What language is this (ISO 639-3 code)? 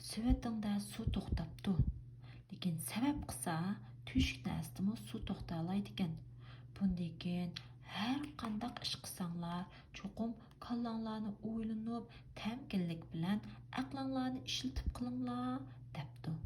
uig